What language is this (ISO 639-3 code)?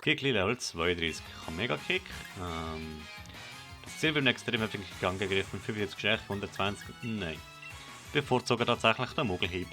gsw